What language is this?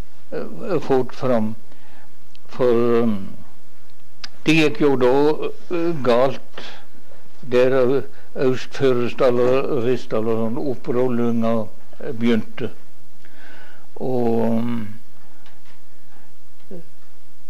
Norwegian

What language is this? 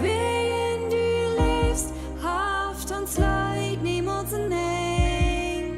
Plautdietsch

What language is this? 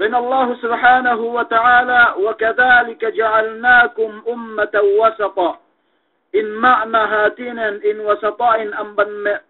Yakan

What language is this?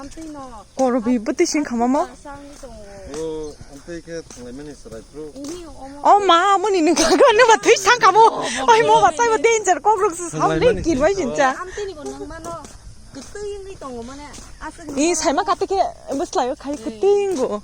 Kok Borok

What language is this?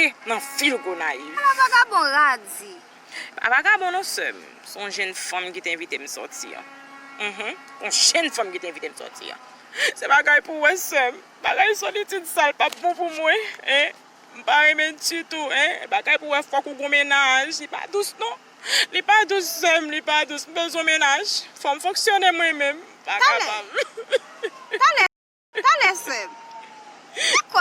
Haitian Creole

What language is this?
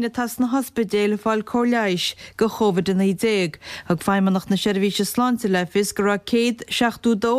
Irish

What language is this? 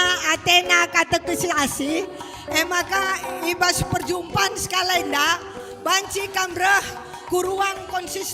Batak Karo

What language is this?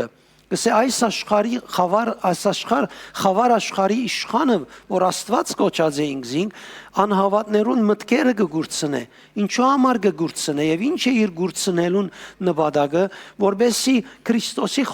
Western Armenian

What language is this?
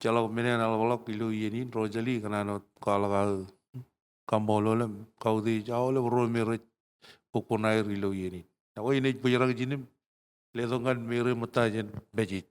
Marshallese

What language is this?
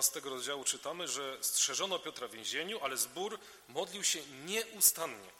Polish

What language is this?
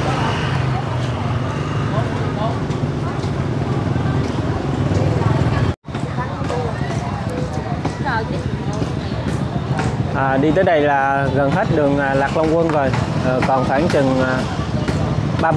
Vietnamese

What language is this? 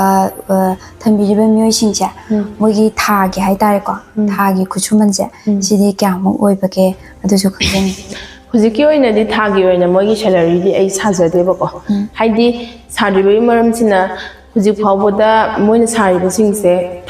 Manipuri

